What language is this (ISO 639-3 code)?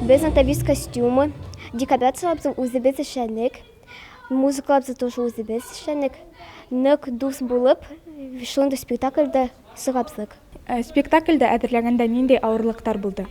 bak